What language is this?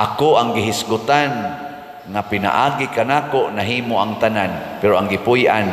Cebuano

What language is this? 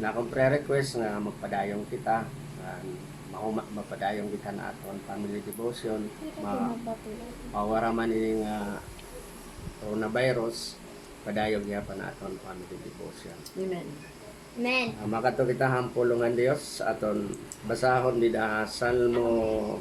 Waray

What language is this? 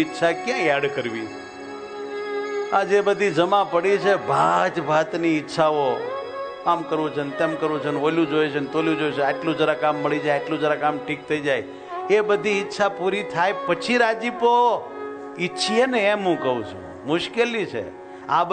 Gujarati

